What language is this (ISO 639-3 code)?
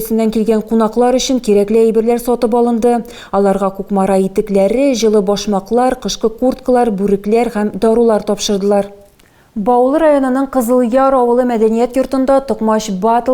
tat